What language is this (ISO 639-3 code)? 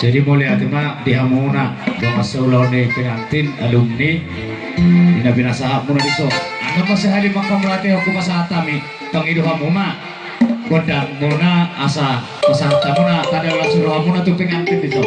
bbc